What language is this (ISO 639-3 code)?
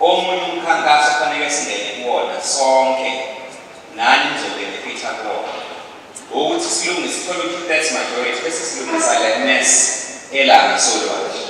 zul